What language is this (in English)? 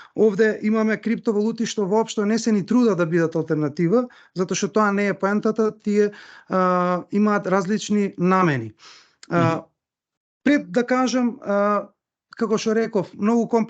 Macedonian